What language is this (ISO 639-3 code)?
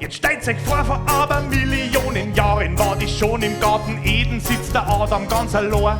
bar